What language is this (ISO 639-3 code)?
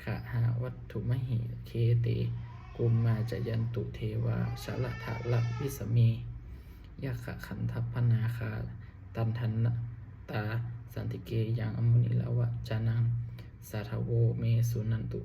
pli